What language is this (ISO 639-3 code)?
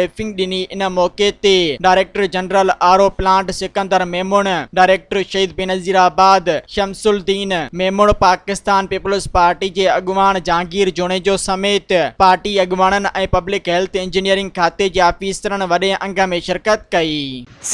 snd